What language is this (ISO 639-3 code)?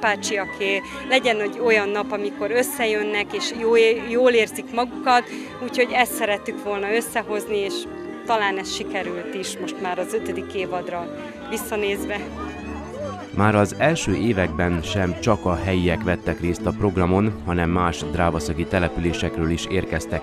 hun